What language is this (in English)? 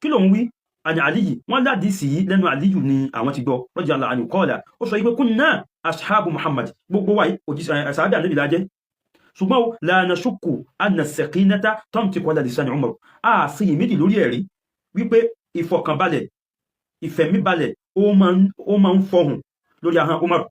Yoruba